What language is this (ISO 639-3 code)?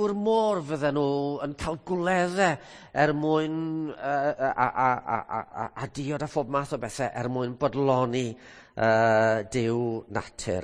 cym